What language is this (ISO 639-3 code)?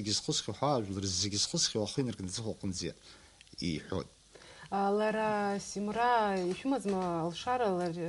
abk